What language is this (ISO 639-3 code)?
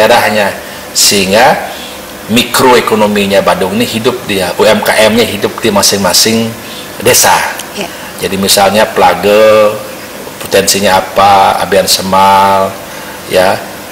ind